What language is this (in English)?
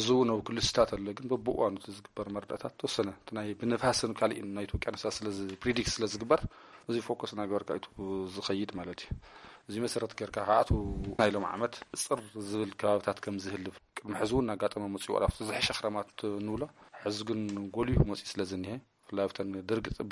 Tigrinya